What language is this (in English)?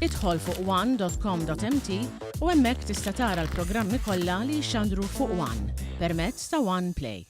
Maltese